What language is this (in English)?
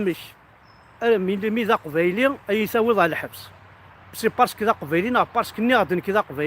Kabyle